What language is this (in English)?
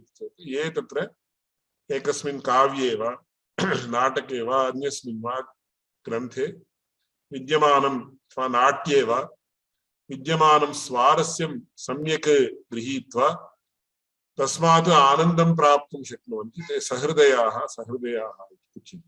Sanskrit